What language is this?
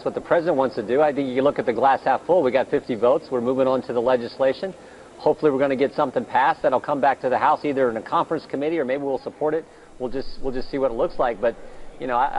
English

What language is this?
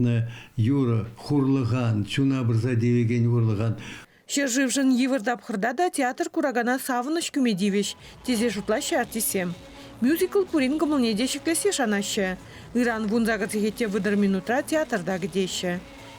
Chuvash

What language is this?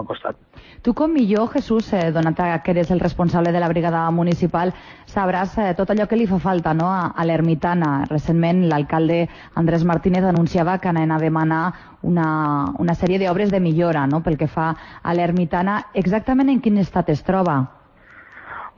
Catalan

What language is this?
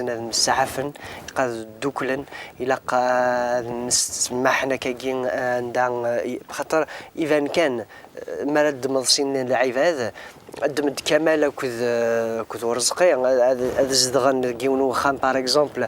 Kabyle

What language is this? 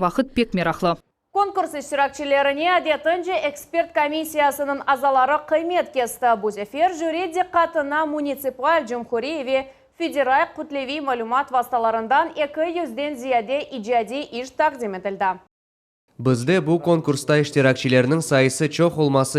Crimean Tatar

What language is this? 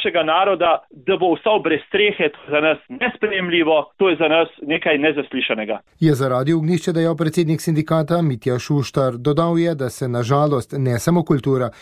Slovenian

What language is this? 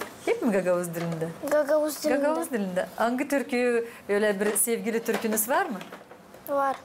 Gagauz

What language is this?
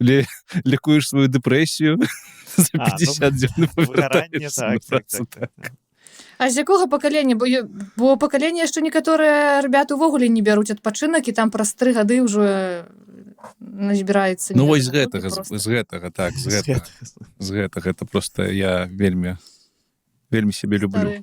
Belarusian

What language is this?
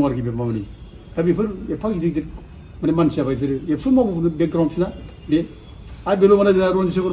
Bodo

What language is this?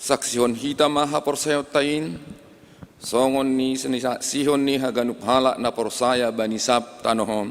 Batak Simalungun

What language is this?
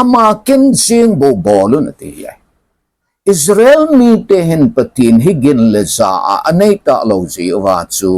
Thado Chin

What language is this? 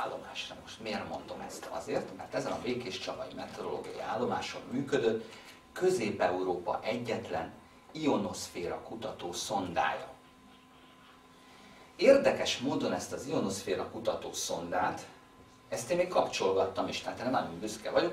Hungarian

